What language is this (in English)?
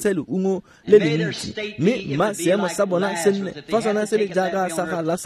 Tswana